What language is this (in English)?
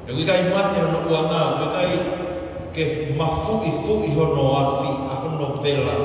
Tongan